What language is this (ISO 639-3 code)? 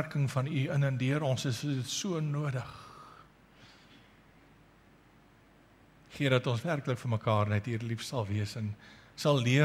afr